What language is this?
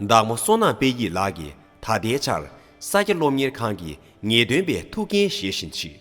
Tibetan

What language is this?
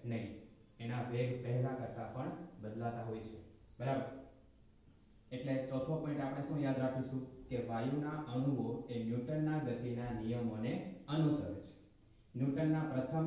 Gujarati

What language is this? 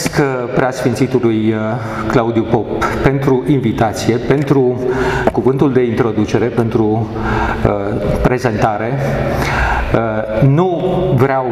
Romanian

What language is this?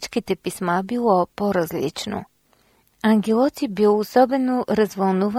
Bulgarian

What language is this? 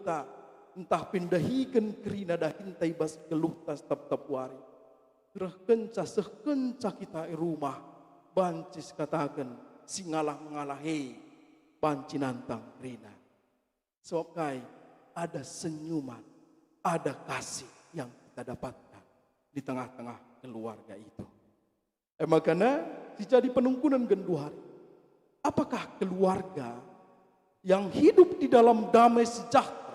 Batak Karo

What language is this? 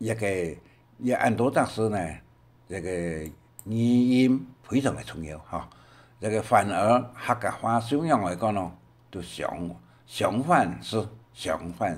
Hakka Chinese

